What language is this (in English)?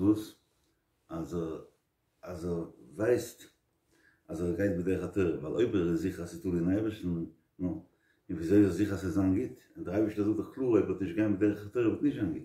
Yiddish